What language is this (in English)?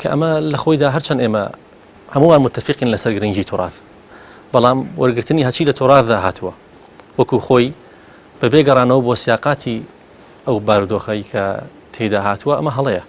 Central Kurdish